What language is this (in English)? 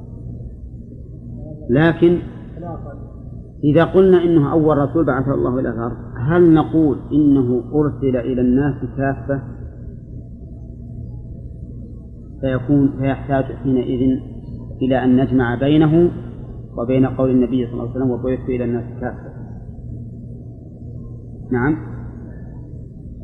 Arabic